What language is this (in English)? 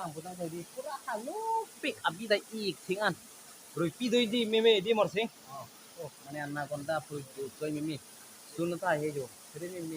Karbi